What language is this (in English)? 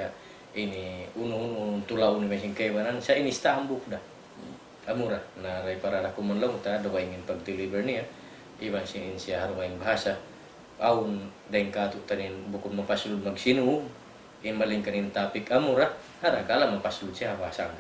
Tausug